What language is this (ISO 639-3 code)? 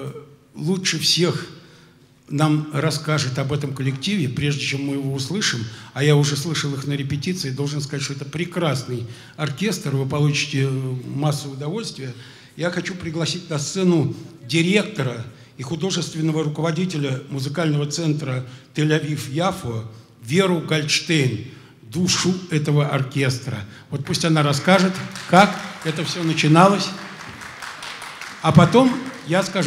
rus